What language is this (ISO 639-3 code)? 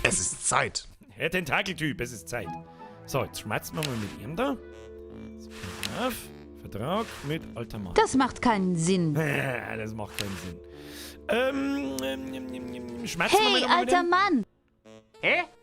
bar